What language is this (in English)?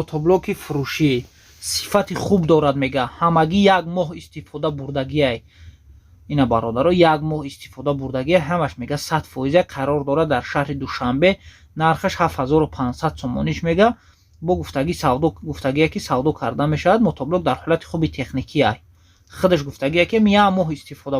Tajik